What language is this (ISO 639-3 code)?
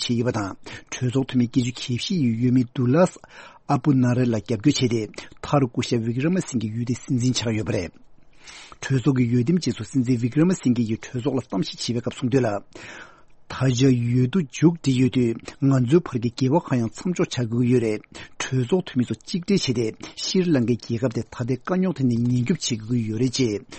bod